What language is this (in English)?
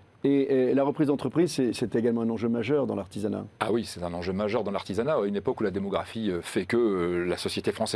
French